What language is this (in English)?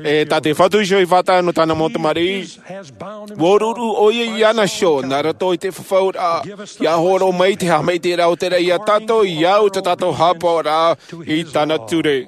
Tahitian